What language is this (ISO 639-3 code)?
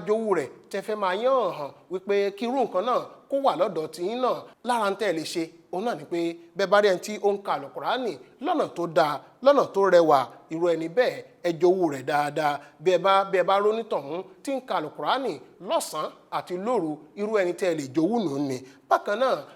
yor